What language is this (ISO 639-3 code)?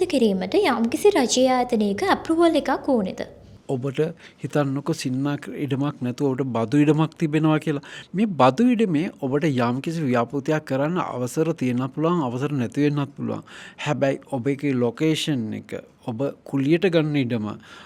sin